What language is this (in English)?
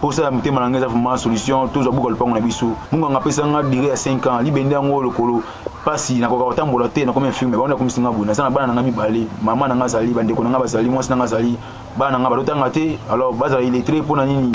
Lingala